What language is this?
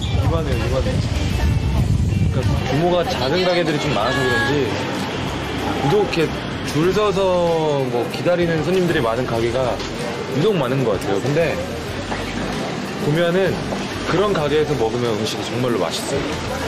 Korean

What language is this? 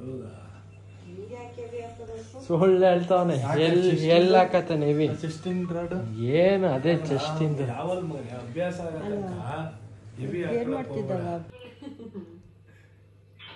Kannada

